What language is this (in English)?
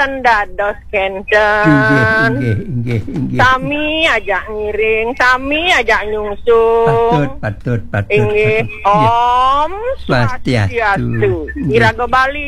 Balinese